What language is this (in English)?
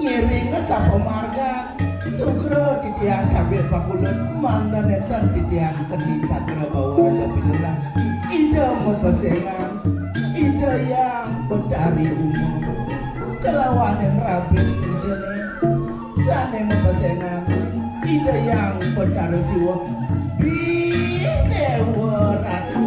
Balinese